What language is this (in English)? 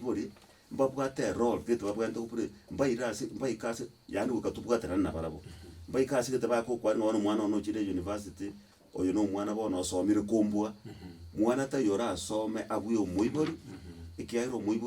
Gusii